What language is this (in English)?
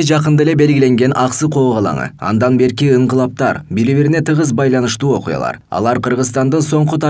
Kyrgyz